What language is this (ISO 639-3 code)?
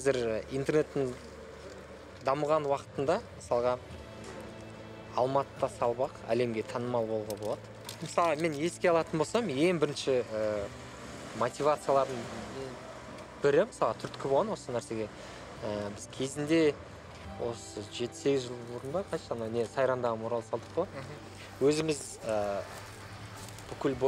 kaz